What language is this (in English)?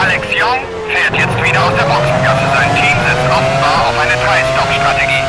Bavarian